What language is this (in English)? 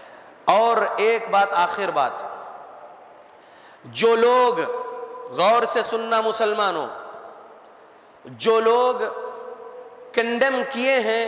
Urdu